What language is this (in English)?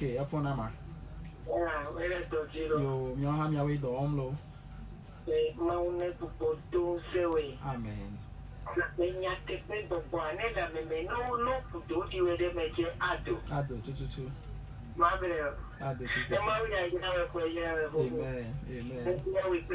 Ewe